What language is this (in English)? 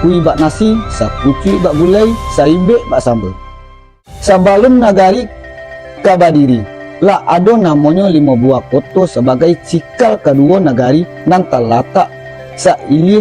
Minangkabau